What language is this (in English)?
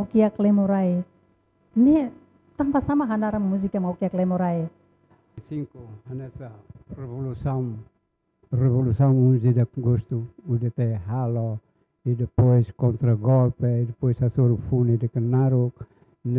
Tetum